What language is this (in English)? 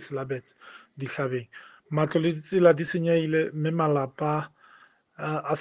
Southern Sotho